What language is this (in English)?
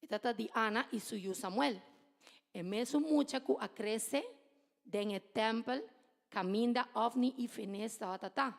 Papiamento